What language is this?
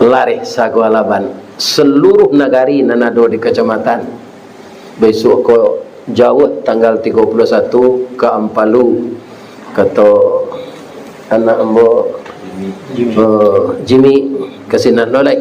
Minangkabau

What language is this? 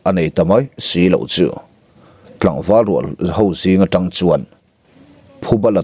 Mizo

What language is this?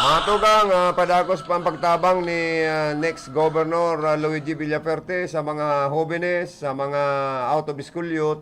Bikol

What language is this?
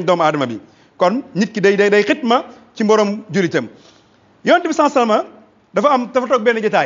Wolof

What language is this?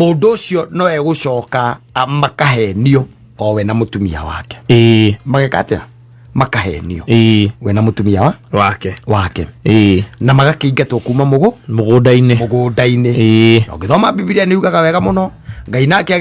Kikuyu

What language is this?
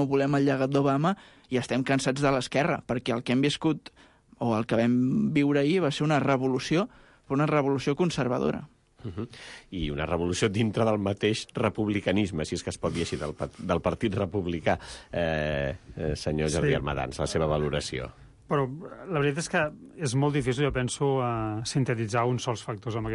Catalan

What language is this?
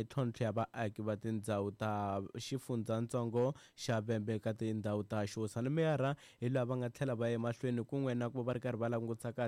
Tsonga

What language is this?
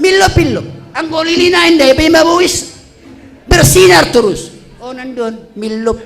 Batak Simalungun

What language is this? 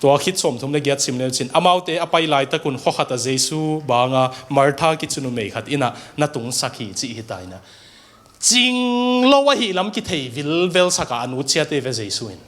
Tedim Chin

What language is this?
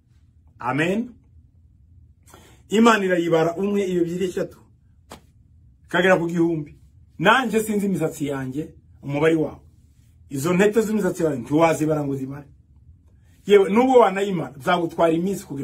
Kinyarwanda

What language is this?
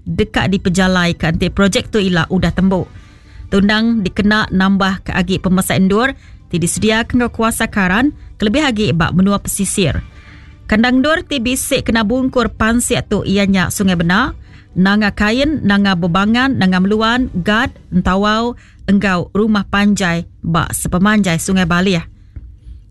Iban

